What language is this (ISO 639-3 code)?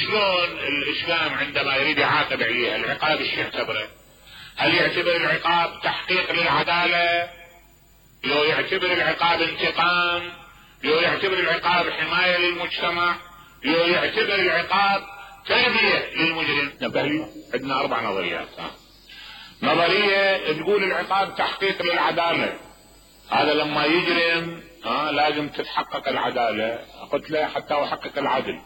acm